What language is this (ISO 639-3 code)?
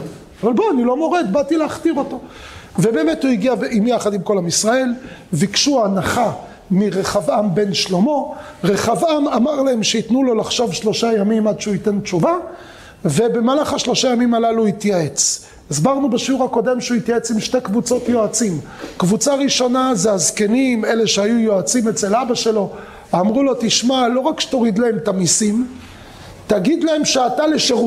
heb